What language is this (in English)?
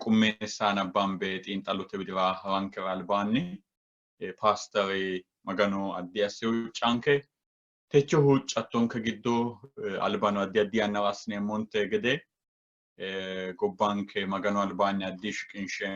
Sidamo